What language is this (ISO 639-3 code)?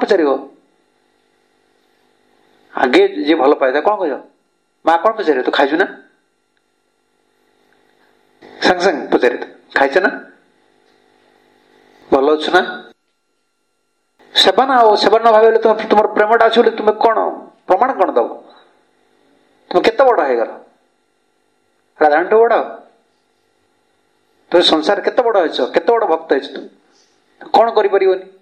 ori